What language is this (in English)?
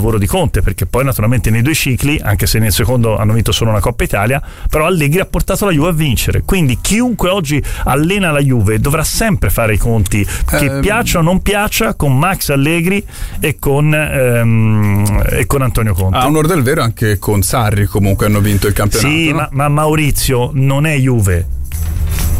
Italian